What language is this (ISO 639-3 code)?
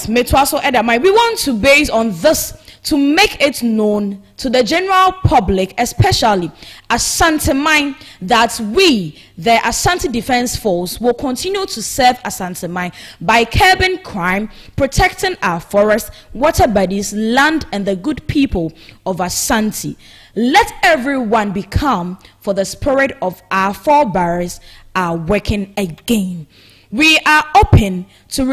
aka